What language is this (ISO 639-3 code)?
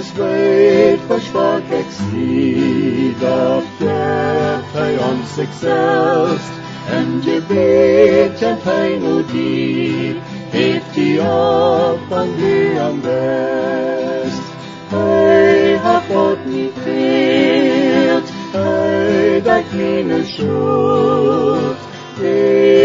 pdt